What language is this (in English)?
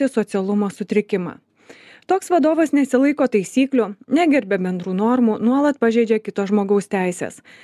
Lithuanian